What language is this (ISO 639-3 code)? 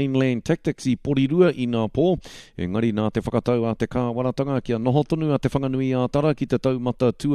mri